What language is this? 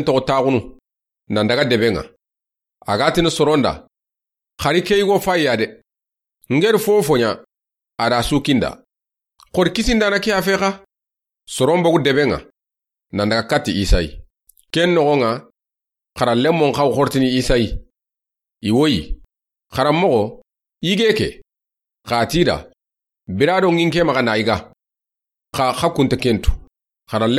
Soninke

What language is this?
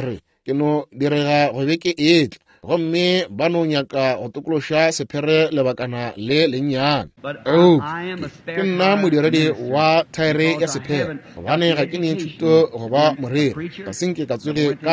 Northern Sotho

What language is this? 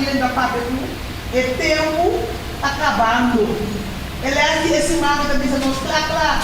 Papiamento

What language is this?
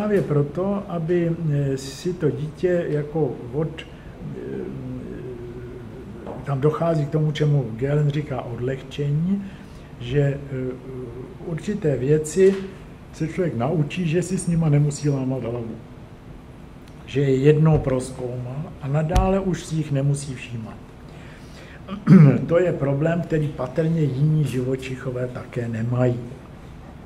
Czech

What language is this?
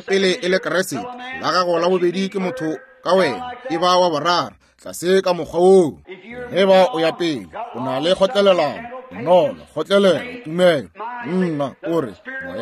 Northern Sotho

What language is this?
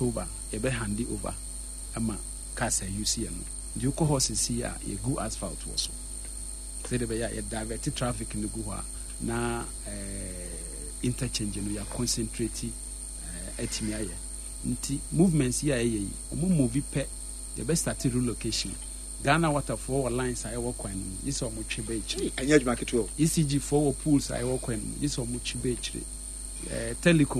Akan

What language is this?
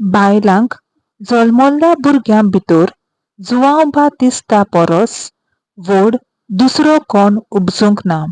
Konkani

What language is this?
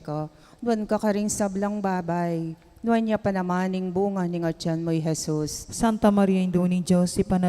Pampanga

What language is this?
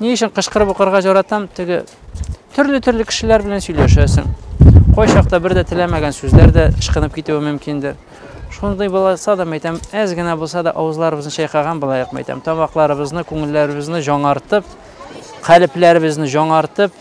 Tatar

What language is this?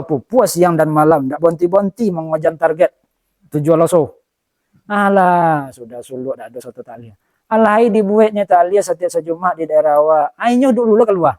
Minangkabau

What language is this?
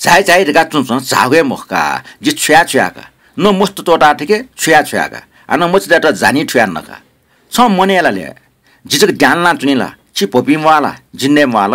Newari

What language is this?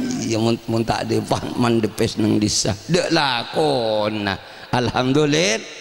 Madurese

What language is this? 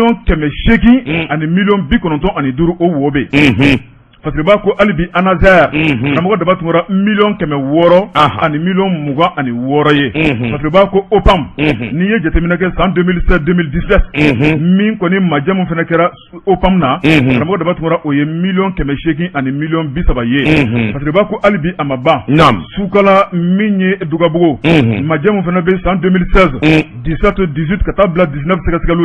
Bambara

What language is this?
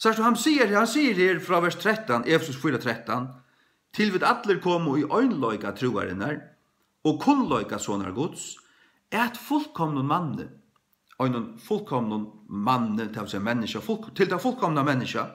Faroese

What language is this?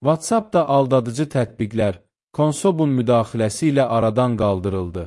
Azerbaijani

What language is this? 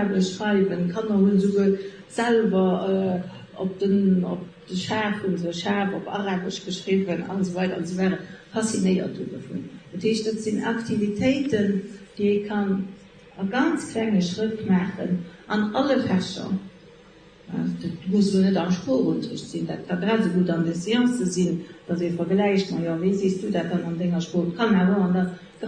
Luxembourgish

